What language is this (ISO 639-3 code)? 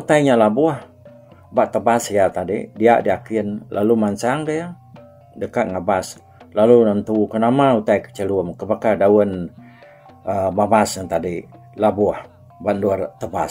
iba